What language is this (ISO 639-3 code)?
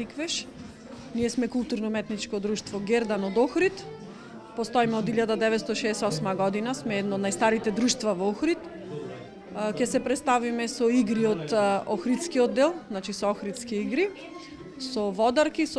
mkd